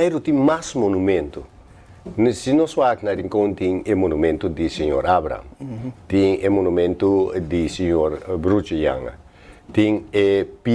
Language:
Papiamento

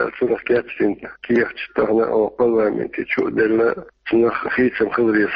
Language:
Chechen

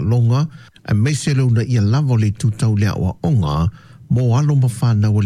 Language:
Samoan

